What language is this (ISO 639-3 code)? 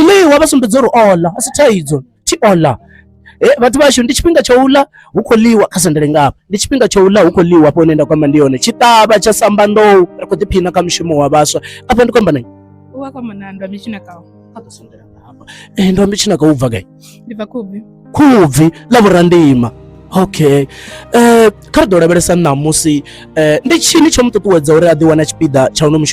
ven